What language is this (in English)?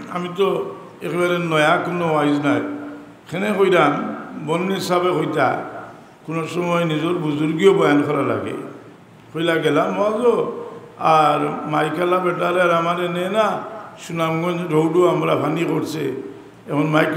Sylheti